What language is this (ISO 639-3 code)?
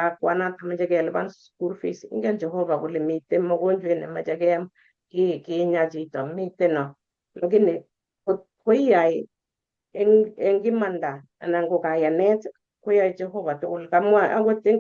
kln